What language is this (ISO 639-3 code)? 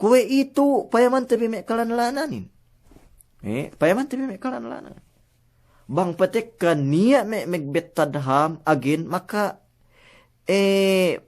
yka